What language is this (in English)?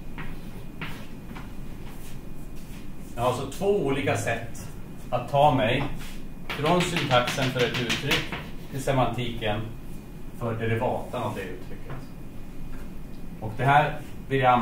Swedish